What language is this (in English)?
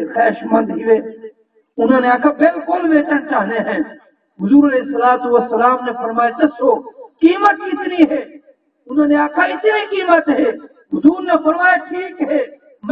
Saraiki